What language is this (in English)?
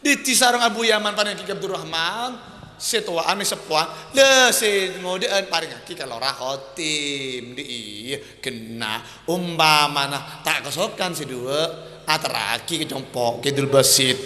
Madurese